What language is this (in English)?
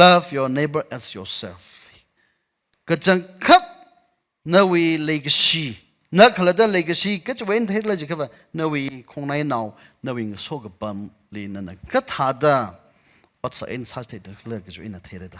Tangkhul Naga (India)